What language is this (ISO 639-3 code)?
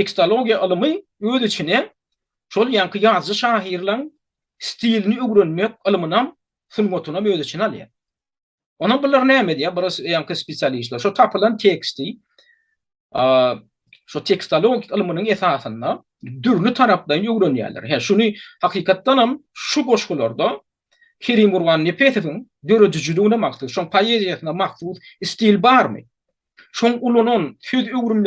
tuk